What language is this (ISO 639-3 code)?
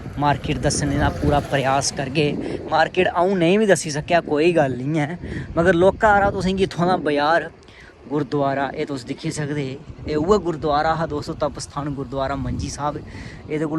doi